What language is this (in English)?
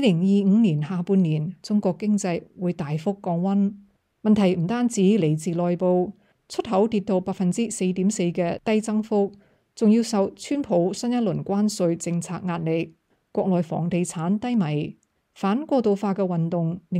Cantonese